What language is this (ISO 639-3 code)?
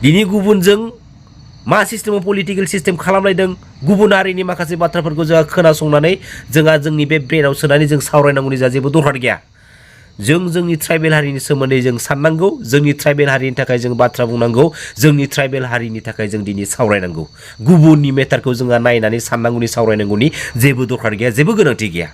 brx